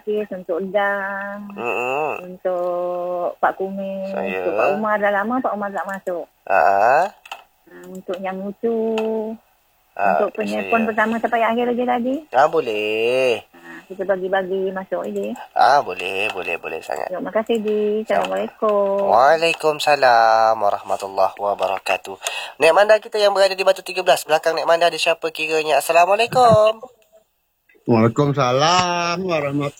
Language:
Malay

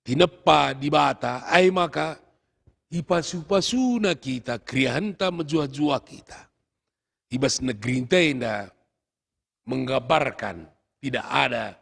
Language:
Batak Karo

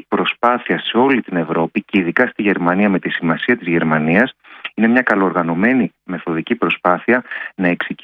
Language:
Greek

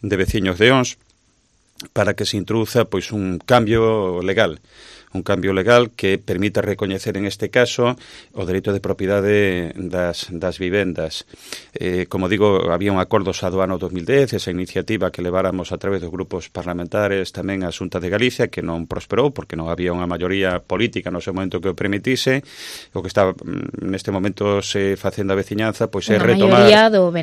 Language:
Galician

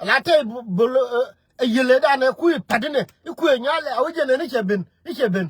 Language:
Nuer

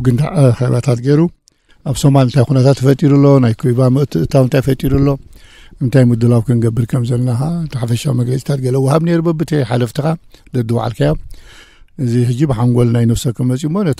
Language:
Tigrinya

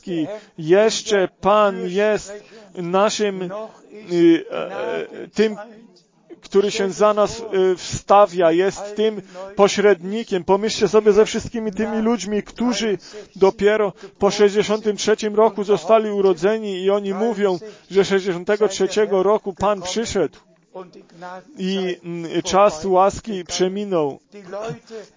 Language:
Polish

